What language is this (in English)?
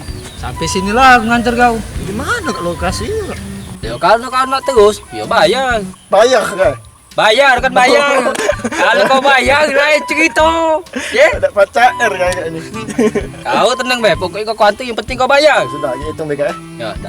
Musi